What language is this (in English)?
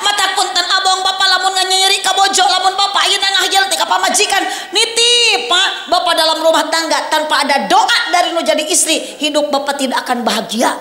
Sundanese